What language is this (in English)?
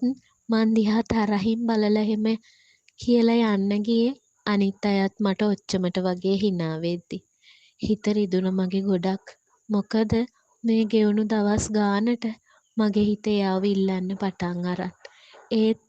Sinhala